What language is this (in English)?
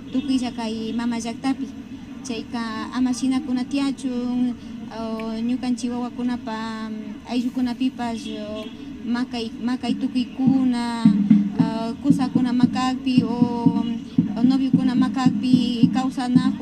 Imbabura Highland Quichua